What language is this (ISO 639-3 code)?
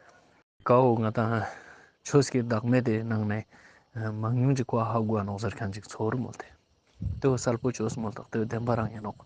lbj